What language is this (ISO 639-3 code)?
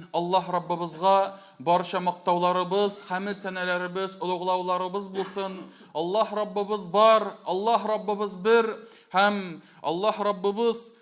tat